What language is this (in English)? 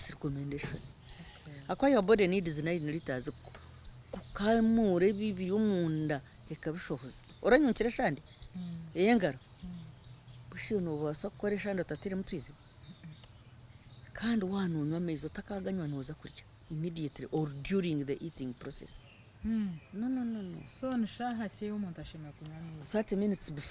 Nyankole